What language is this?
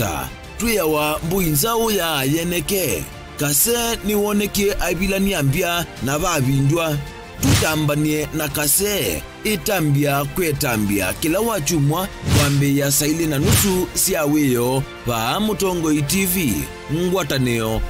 Kamba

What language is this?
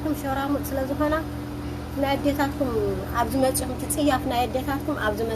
Tigrinya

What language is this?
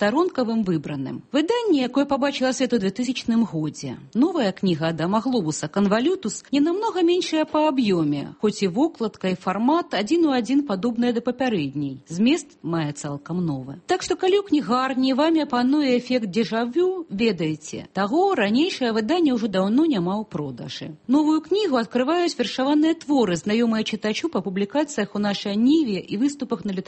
Belarusian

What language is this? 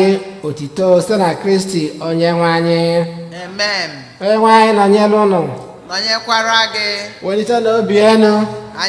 Igbo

